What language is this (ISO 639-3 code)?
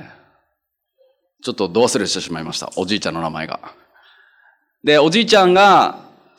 jpn